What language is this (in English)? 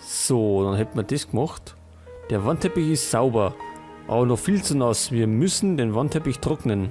Bavarian